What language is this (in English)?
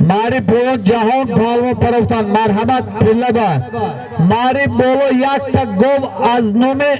Tajik